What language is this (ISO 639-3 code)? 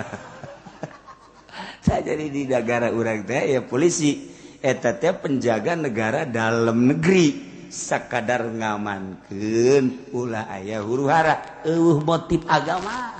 sun